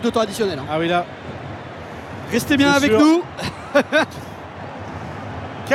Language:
French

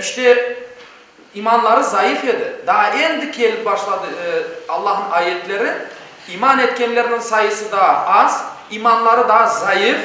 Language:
Crimean Tatar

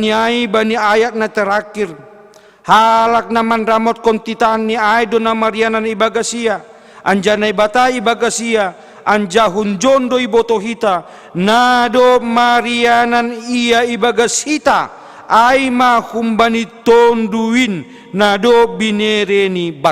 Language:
Batak Simalungun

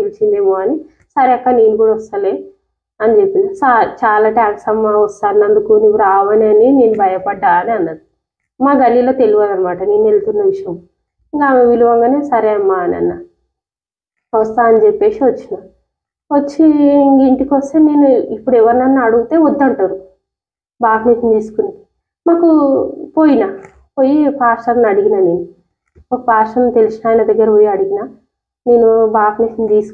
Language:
Telugu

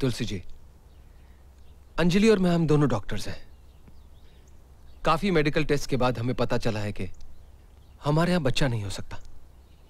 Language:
Hindi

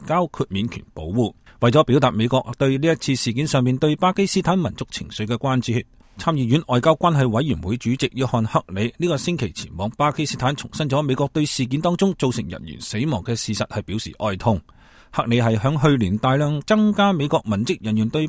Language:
Cantonese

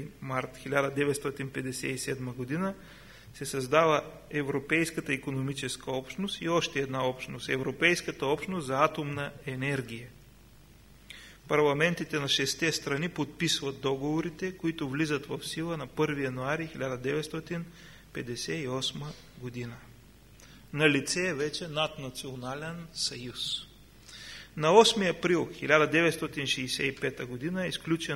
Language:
Bulgarian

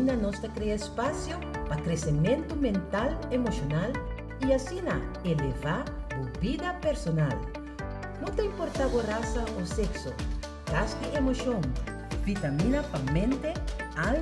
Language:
Papiamento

